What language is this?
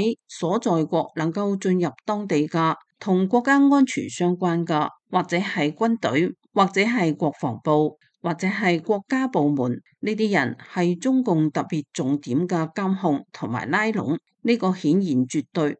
Cantonese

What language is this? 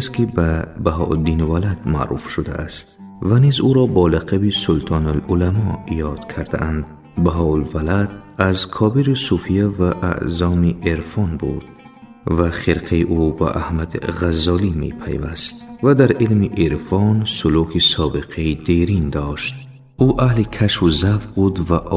Tajik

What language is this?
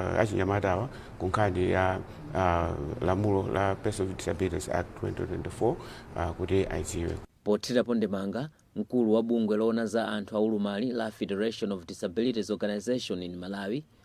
Nyanja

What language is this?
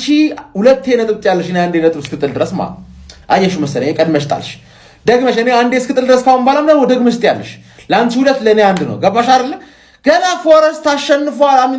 Amharic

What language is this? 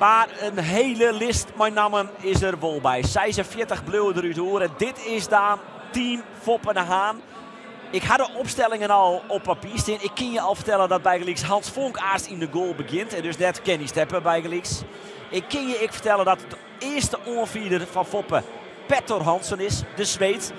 Western Frisian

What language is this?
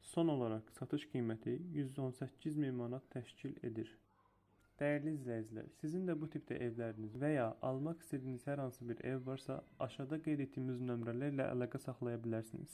Azerbaijani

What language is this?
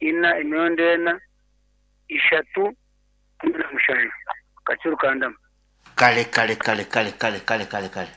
Nyankole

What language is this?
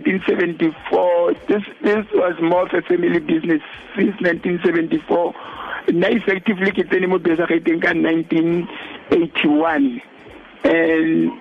Tswana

